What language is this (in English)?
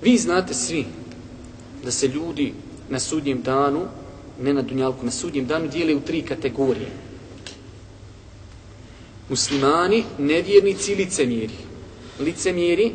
Bosnian